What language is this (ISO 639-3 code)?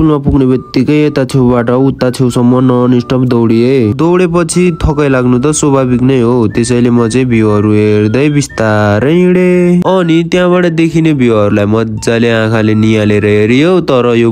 nep